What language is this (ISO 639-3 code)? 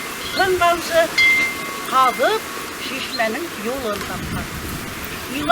bak